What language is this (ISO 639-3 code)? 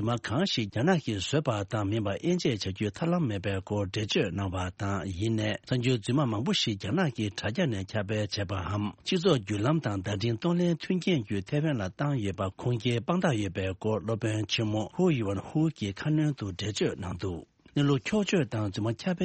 bod